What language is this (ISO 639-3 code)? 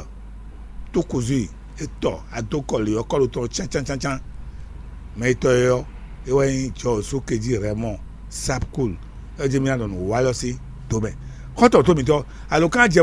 fon